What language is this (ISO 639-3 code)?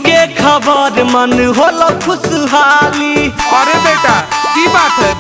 mag